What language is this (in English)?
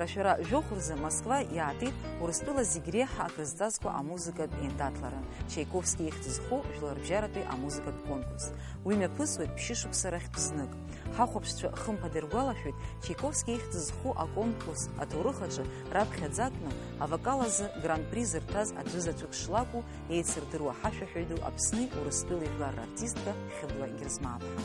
Abkhazian